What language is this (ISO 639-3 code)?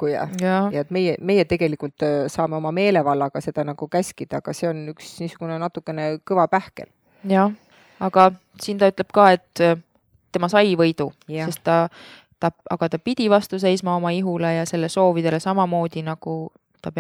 est